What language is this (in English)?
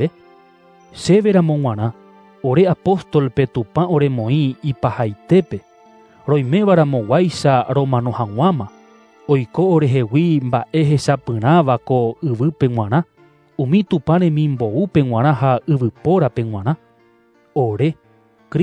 Guarani